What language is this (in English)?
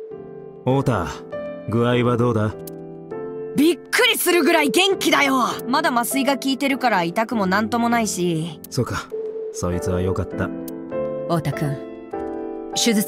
Japanese